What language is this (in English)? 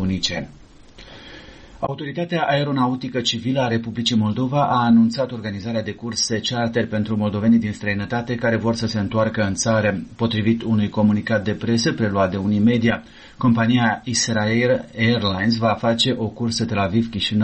Romanian